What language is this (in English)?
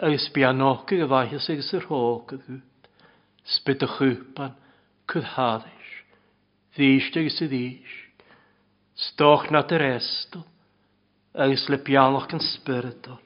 Welsh